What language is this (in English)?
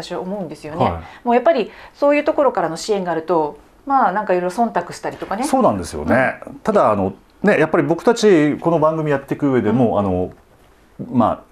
Japanese